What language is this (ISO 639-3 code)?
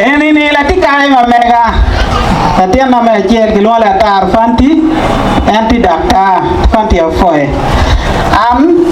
ach